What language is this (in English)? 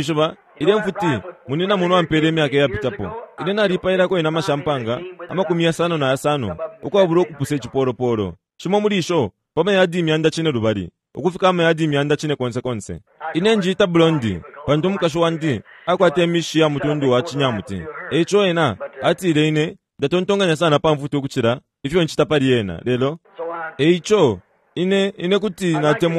Bemba